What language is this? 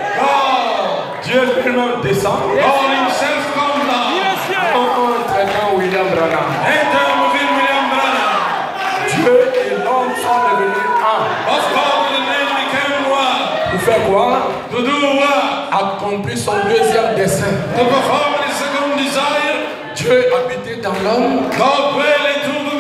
French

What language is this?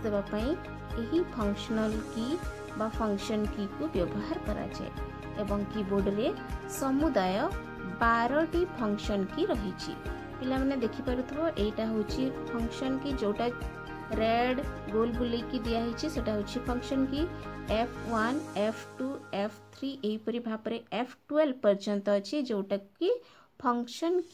Odia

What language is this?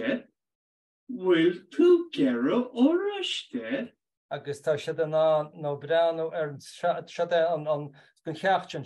Irish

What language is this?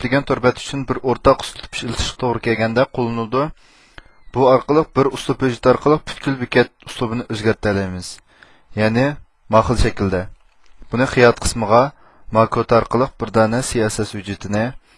Uyghur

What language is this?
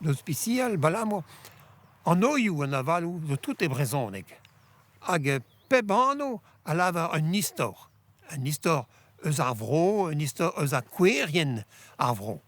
Breton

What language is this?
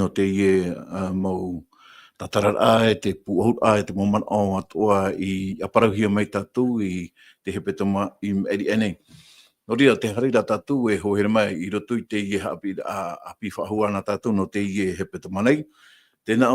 Tahitian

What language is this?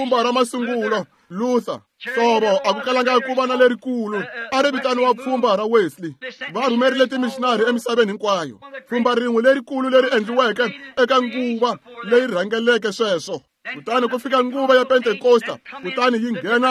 Tsonga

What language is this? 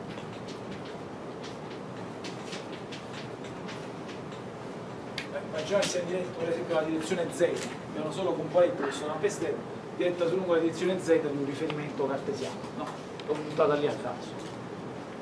Italian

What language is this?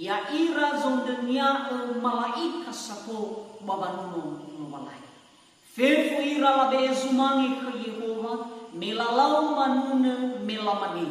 Nias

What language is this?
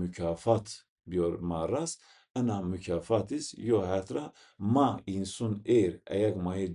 Zaza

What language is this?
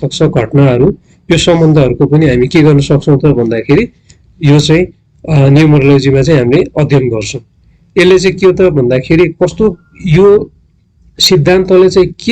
Nepali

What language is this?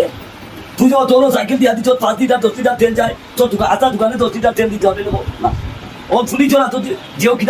Sylheti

